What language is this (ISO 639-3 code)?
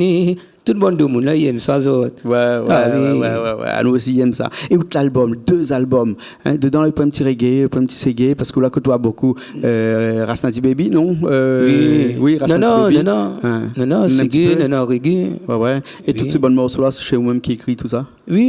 rcf